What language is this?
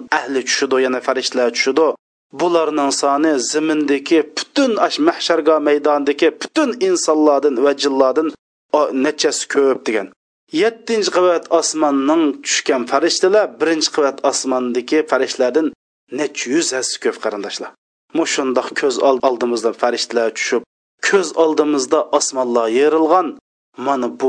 Uyghur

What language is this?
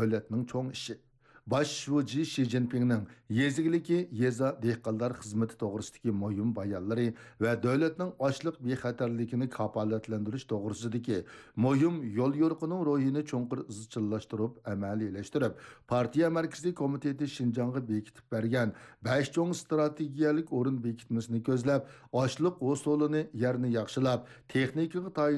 Uyghur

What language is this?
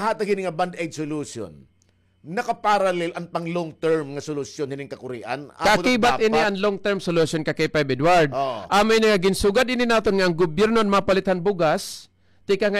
Waray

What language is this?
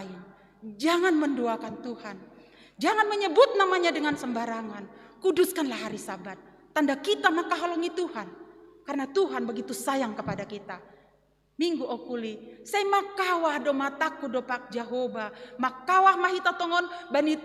Batak Simalungun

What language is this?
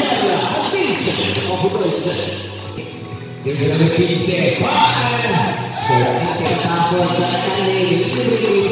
Indonesian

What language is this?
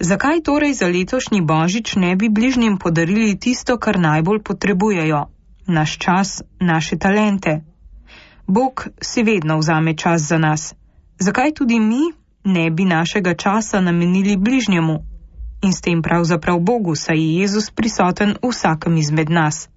Slovenian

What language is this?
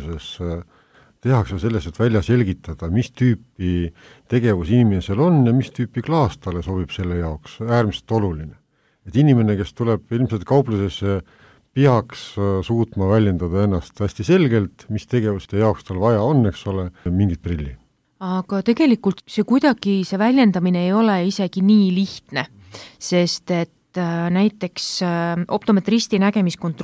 Estonian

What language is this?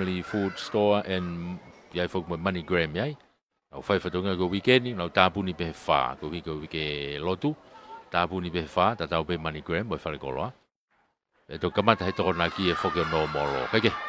Tongan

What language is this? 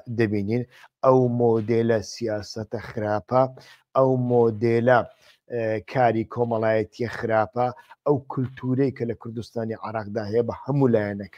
Central Kurdish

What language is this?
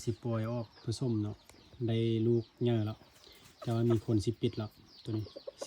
Lao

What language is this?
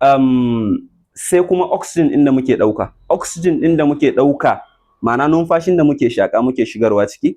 Hausa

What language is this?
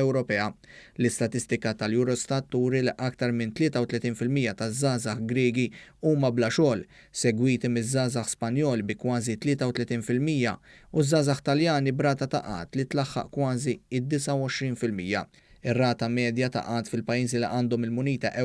Maltese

